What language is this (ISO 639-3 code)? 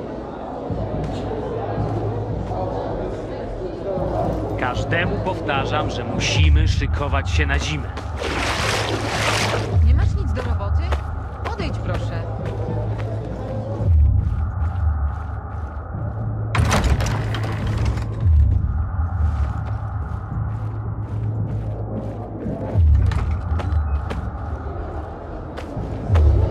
pol